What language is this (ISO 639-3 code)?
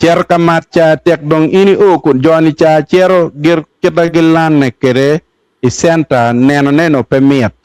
ach